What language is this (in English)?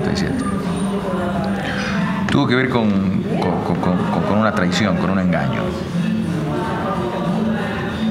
Spanish